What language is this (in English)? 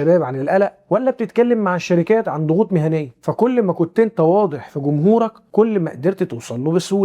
Egyptian Arabic